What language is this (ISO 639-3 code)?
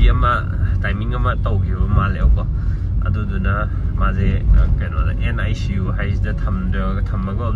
mni